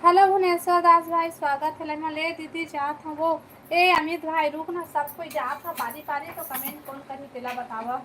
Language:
Chhattisgarhi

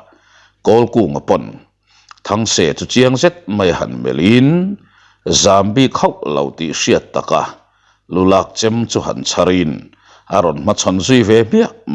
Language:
Mizo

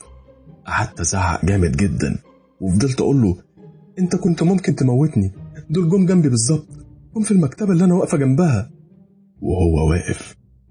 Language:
Egyptian Arabic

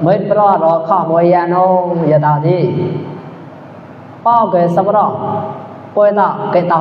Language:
Mon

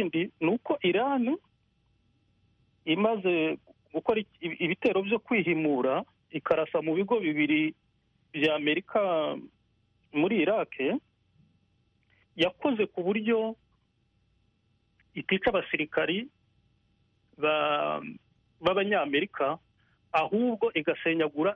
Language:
Kinyarwanda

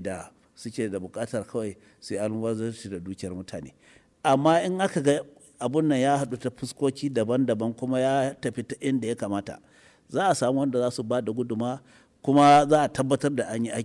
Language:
Hausa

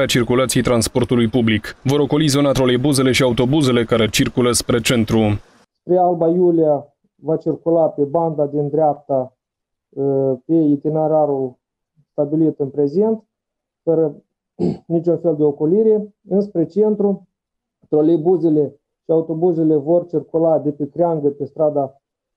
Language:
Romanian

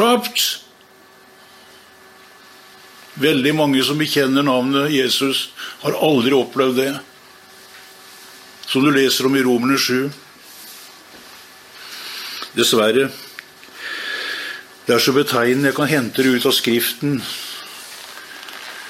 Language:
Norwegian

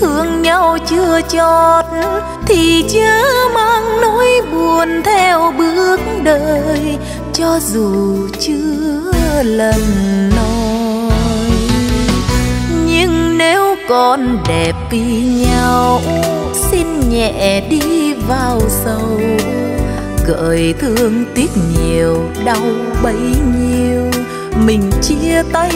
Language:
Vietnamese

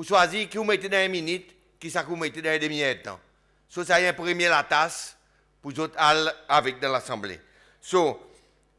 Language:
Seselwa Creole French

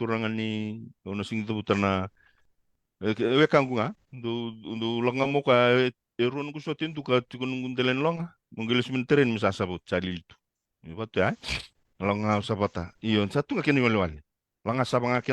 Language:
Fijian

